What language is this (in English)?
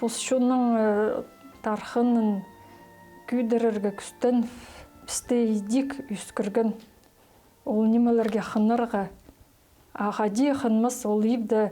Khakas